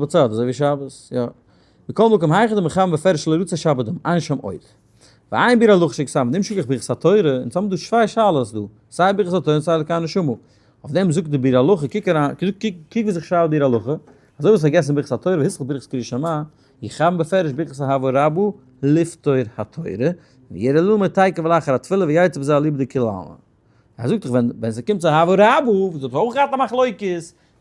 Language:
Yiddish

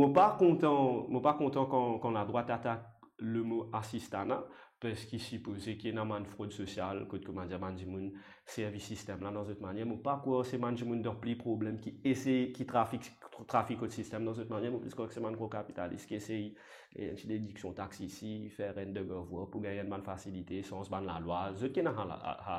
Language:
Morisyen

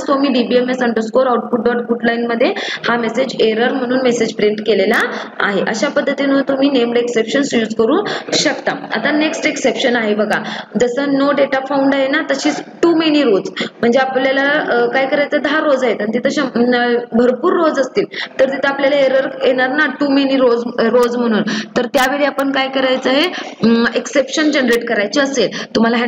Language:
Marathi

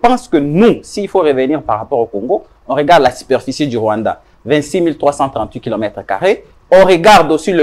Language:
French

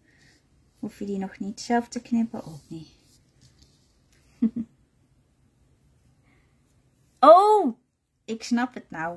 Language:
Dutch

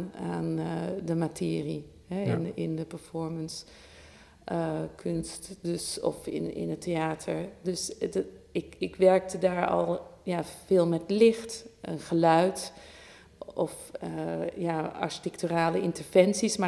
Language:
Dutch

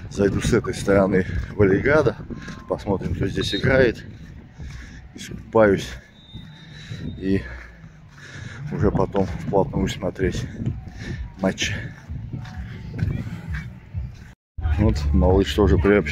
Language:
Russian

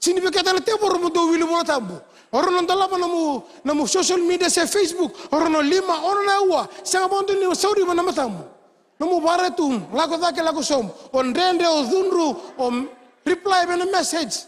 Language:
Fijian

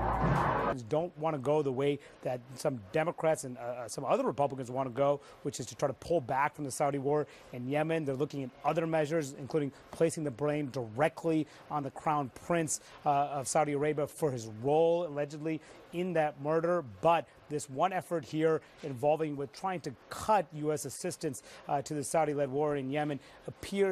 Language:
English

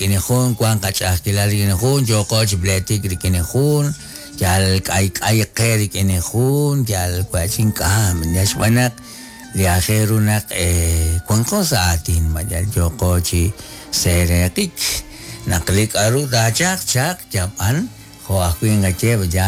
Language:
Kekchí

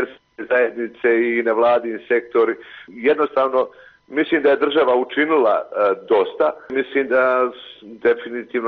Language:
Bosnian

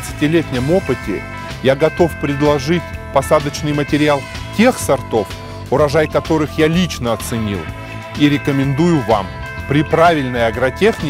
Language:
Russian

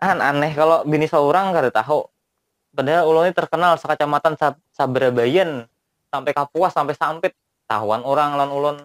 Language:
Banjar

